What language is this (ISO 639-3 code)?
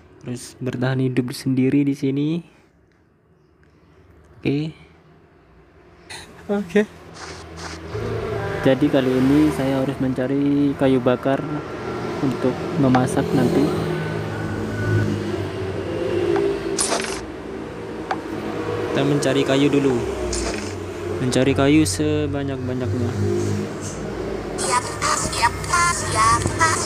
ind